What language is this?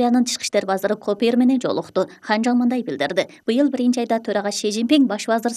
Kyrgyz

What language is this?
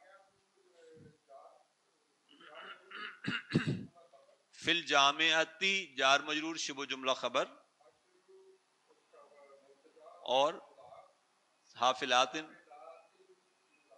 Urdu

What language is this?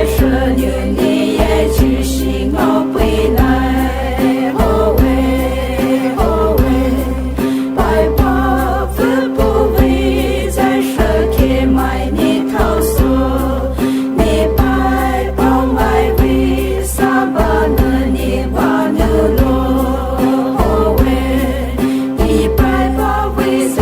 Poumei Naga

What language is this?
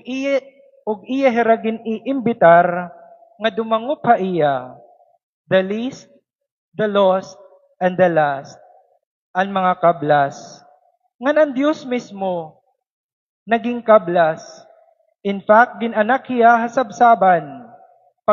Waray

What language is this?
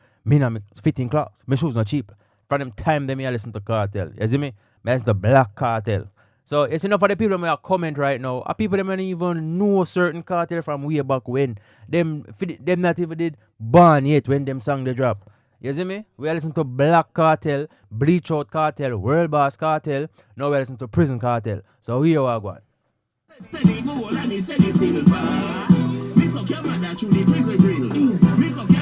Jamaican Creole English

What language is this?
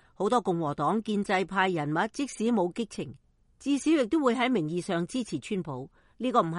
Cantonese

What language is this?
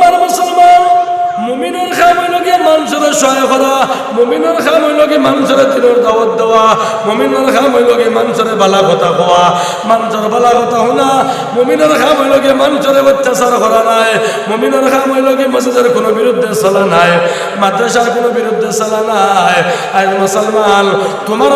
Sylheti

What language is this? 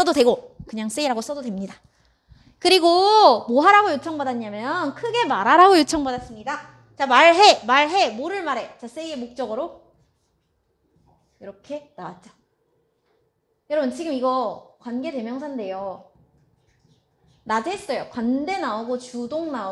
Korean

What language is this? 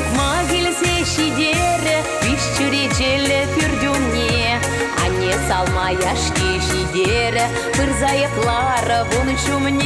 Chuvash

